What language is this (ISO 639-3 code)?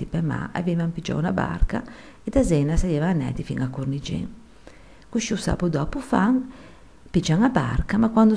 lij